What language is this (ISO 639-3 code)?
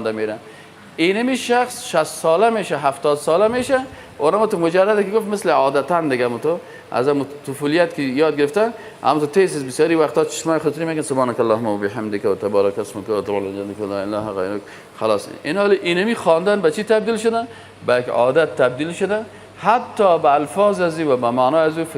fas